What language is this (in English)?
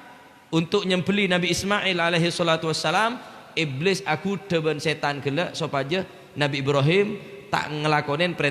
Madurese